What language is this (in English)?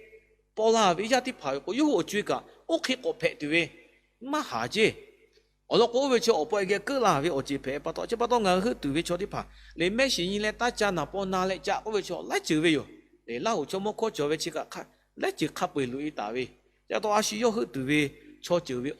Lahu